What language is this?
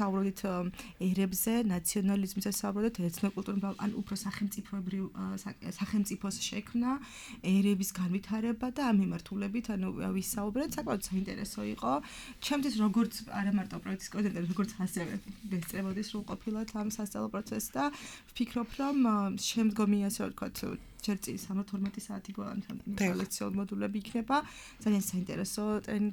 Georgian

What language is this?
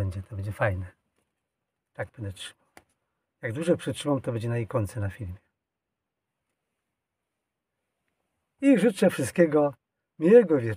Polish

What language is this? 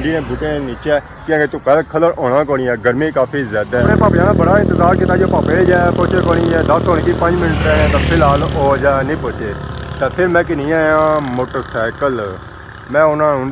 Pahari-Potwari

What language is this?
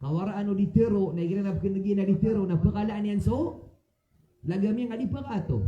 Maranao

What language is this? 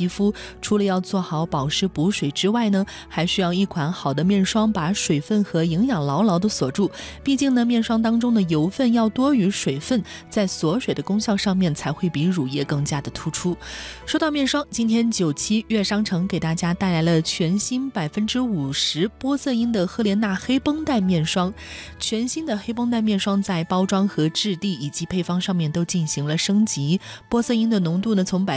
Chinese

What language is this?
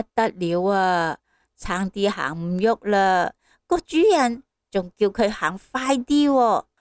Cantonese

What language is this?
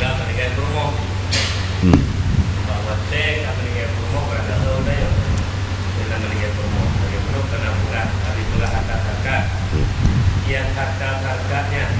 Achinese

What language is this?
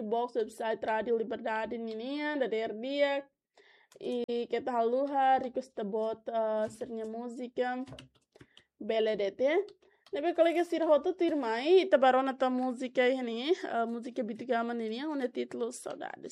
Tetum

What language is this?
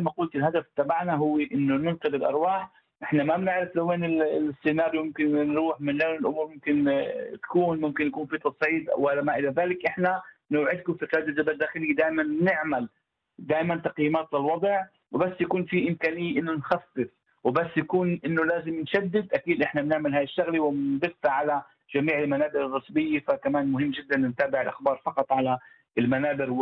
North Levantine Arabic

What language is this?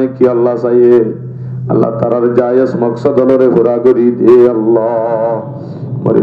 Rohingya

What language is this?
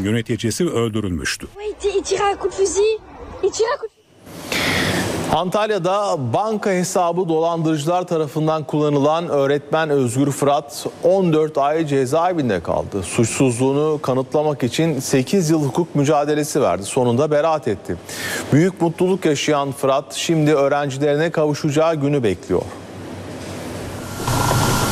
Turkish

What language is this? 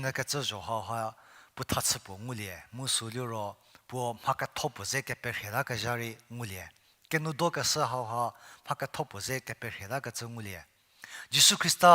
Angami Naga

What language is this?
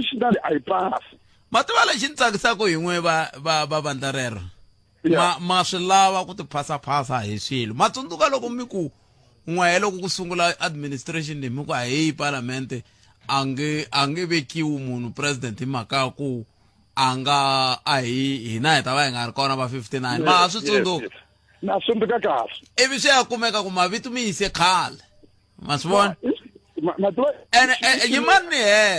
Tsonga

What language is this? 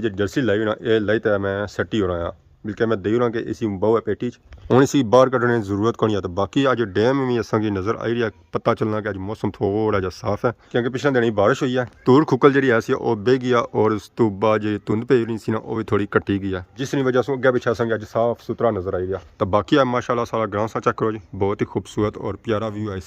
Pahari-Potwari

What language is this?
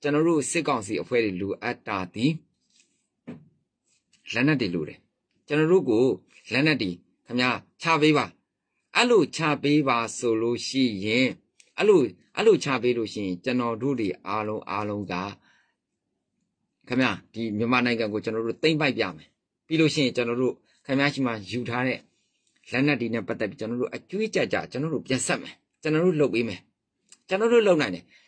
Burmese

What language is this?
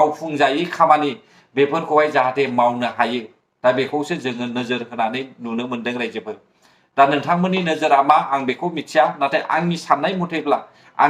Bodo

